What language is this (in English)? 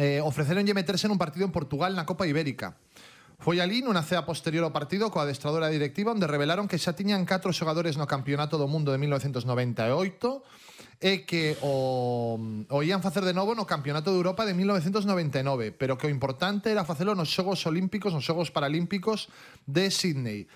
Galician